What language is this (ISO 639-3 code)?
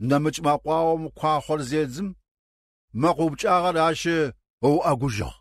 kbd